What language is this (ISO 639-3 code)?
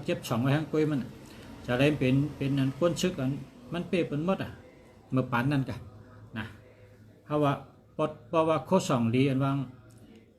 shn